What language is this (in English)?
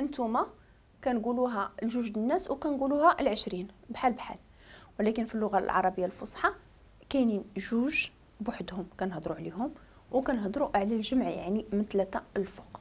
Moroccan Arabic